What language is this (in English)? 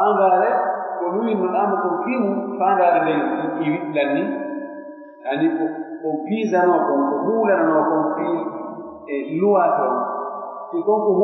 Pular